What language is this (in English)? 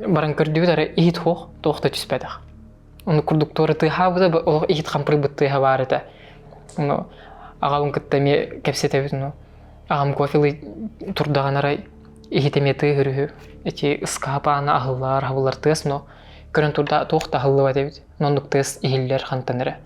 Yakut